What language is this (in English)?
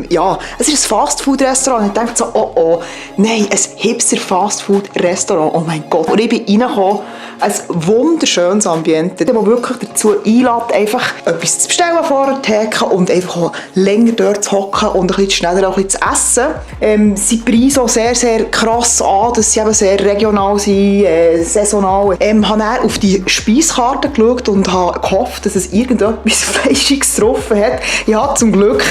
Swiss German